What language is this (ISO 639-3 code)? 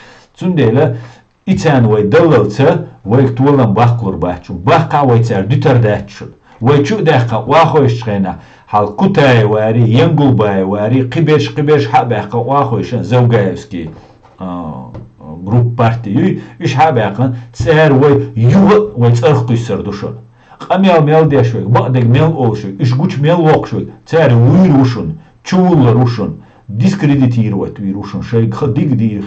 che